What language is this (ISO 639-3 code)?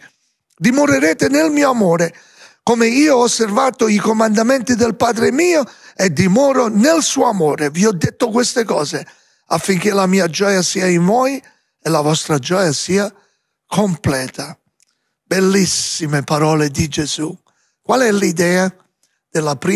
ita